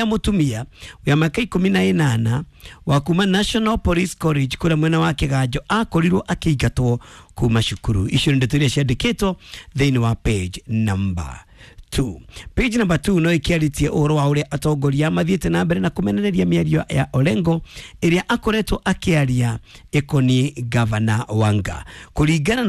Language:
Kikuyu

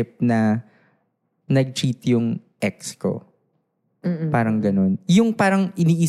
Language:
Filipino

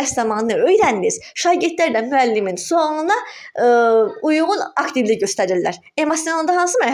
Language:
Azerbaijani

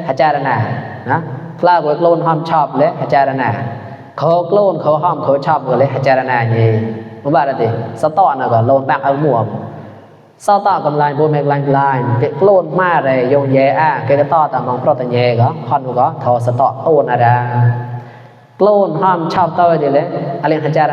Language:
Mon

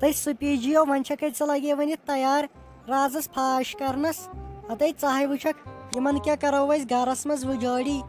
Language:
Kashmiri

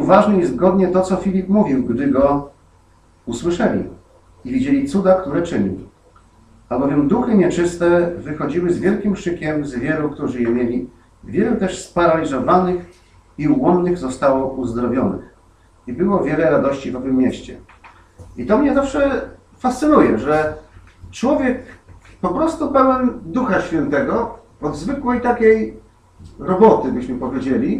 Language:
Polish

